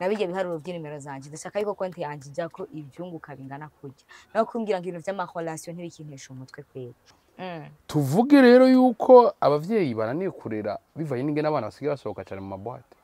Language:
Rundi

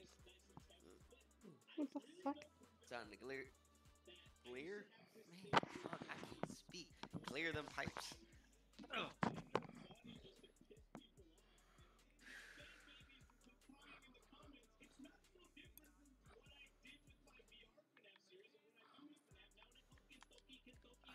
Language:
English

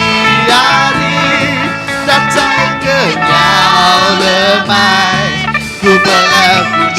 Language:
Iban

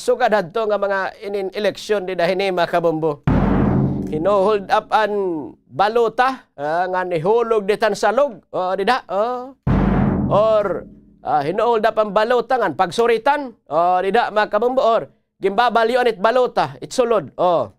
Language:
Waray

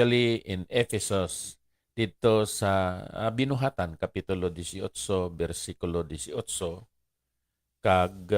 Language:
Hiligaynon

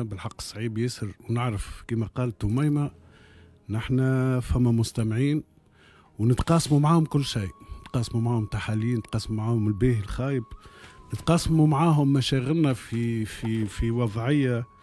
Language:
Tunisian Arabic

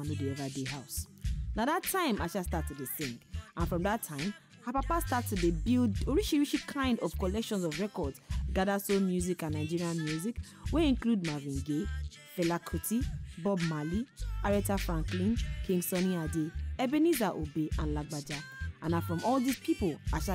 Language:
Nigerian Pidgin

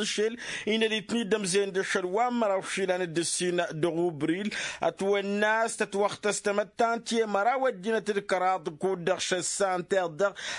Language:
Tamasheq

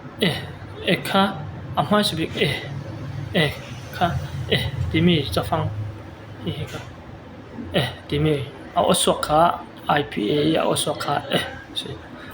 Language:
Falam Chin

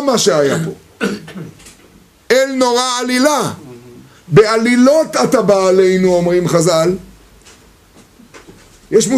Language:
Hebrew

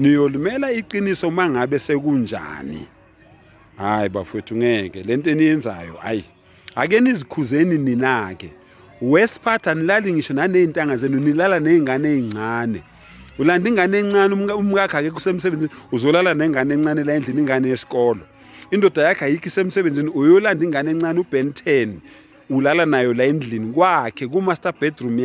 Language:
Zulu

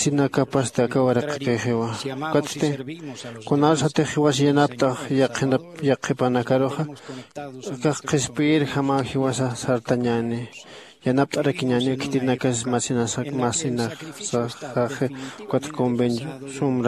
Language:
Aymara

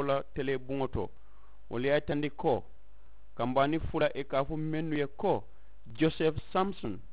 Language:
Mandingo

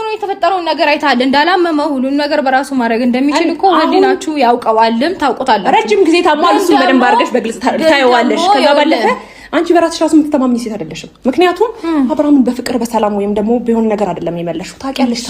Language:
Amharic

